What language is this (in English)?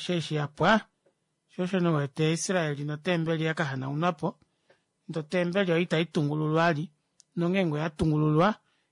Kuanyama